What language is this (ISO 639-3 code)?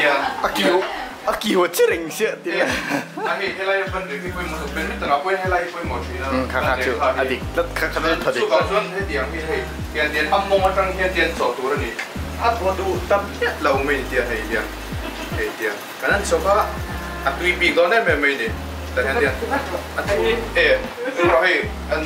lus